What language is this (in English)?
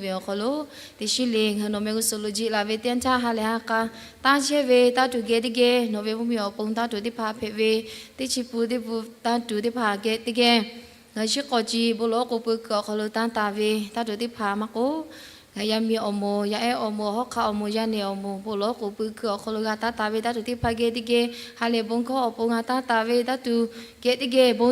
Lahu